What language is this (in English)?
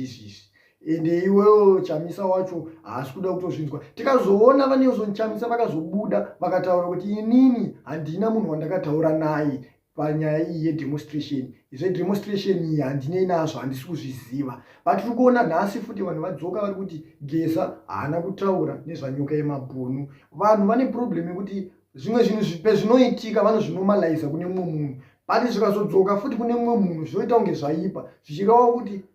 Shona